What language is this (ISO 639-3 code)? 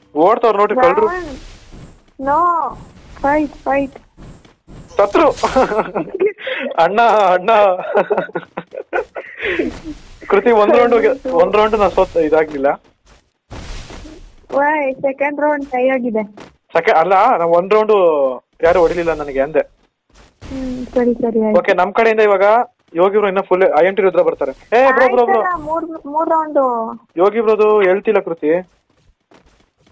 kan